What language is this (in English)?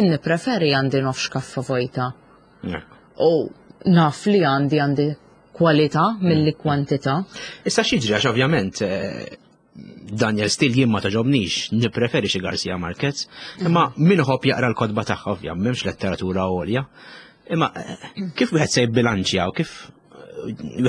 Maltese